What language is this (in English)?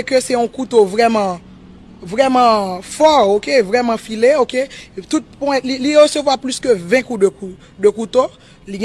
Haitian Creole